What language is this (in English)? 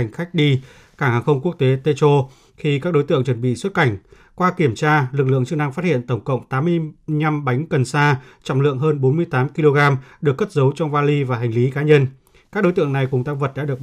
Vietnamese